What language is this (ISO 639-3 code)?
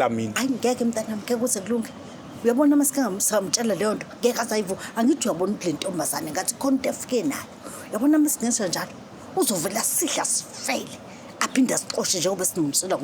zul